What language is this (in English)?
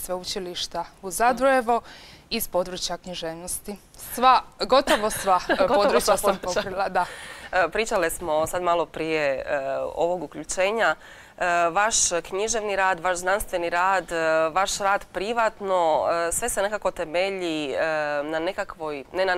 Croatian